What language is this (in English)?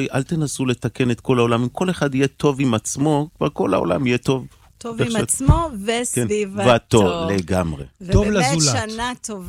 Hebrew